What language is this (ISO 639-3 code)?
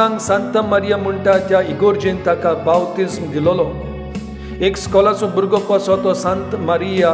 kok